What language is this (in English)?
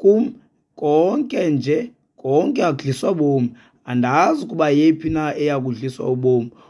Xhosa